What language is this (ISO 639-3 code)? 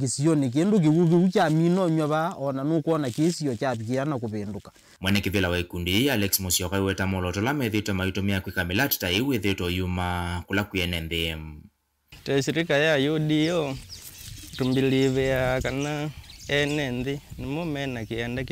kam